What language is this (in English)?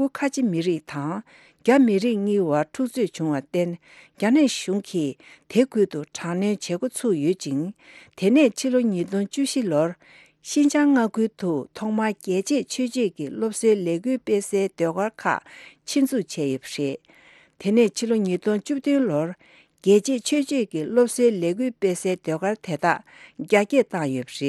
Tibetan